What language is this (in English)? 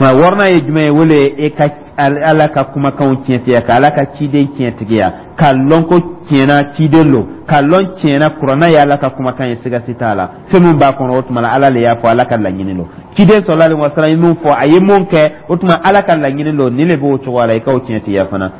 Dyula